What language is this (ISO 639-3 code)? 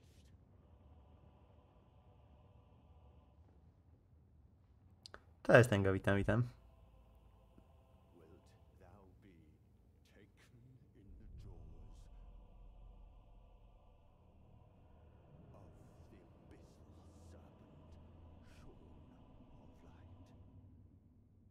pol